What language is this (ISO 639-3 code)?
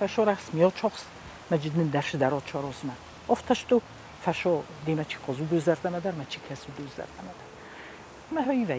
oss